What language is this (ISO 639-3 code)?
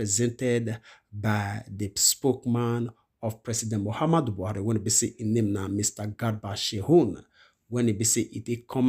pcm